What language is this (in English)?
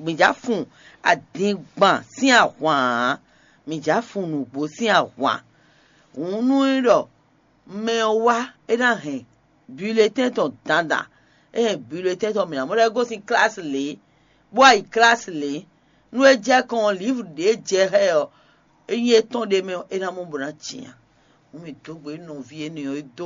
Fon